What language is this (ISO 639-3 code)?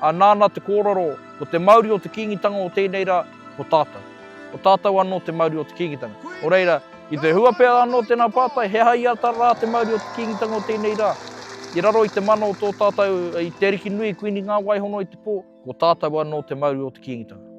mri